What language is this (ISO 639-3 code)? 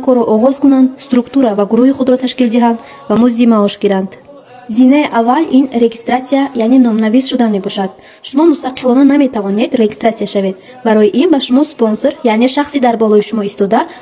tgk